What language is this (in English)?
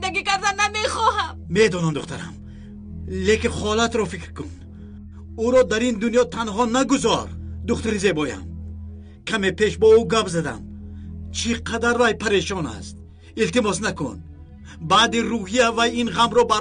Tajik